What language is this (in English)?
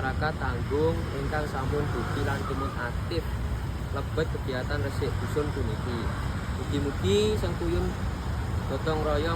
Javanese